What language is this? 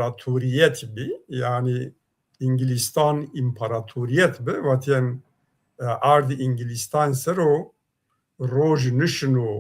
Zaza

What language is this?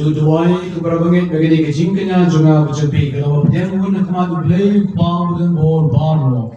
Khasi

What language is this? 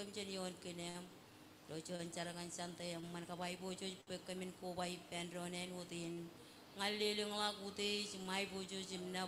Marshallese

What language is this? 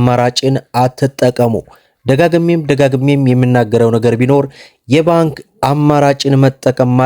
Amharic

